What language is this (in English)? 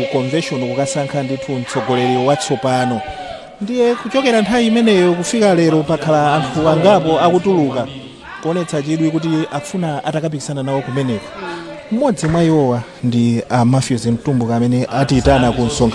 Nyanja